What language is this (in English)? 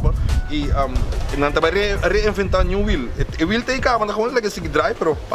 Papiamento